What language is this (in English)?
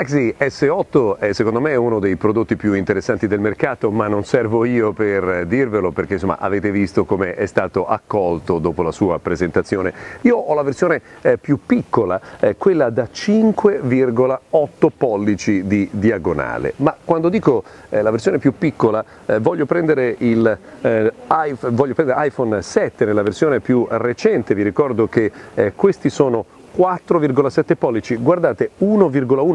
Italian